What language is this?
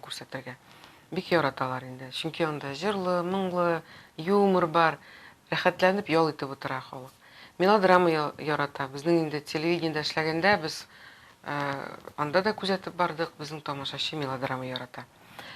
Tatar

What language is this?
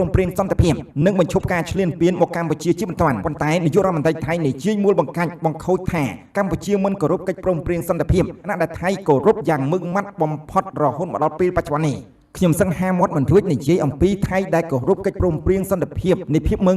Khmer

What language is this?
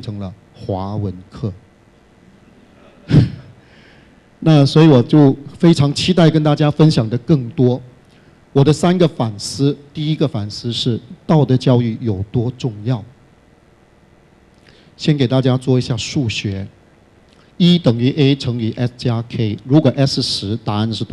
Chinese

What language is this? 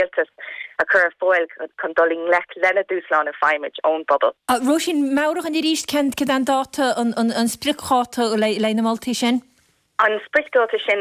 Irish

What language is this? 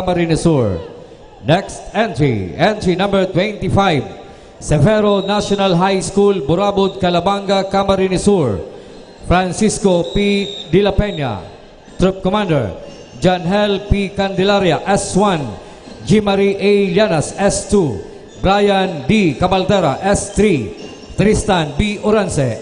Bikol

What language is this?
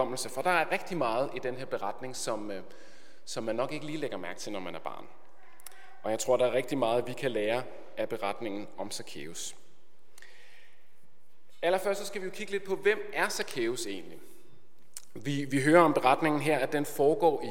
Danish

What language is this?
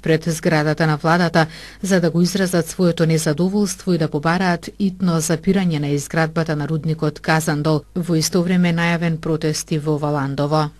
Macedonian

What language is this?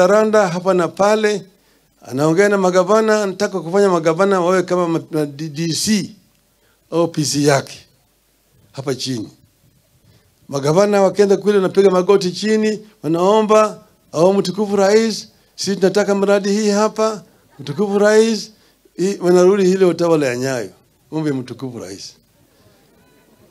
Swahili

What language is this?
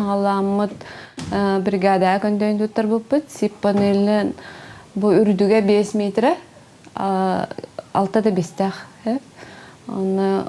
Yakut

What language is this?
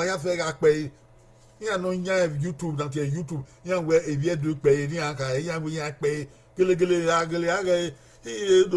Bini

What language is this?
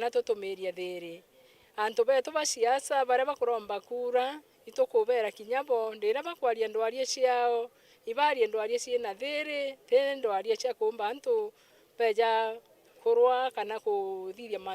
Meru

